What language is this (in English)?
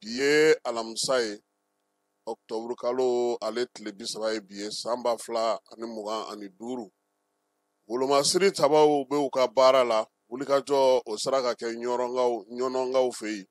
Bambara